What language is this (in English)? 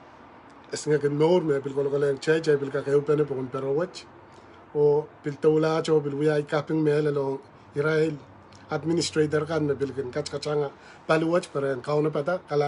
Pohnpeian